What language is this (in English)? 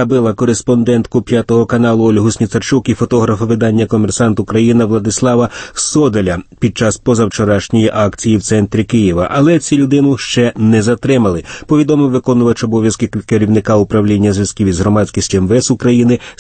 Ukrainian